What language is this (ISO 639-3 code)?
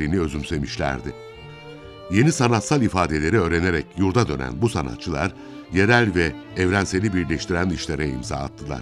tur